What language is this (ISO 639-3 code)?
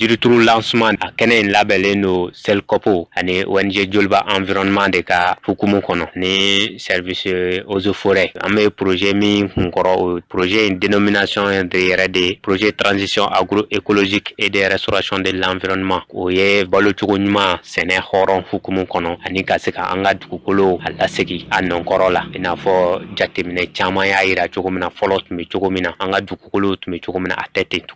bam